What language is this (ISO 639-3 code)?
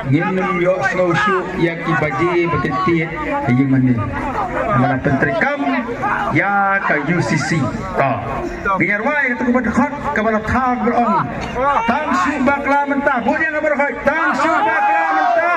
kha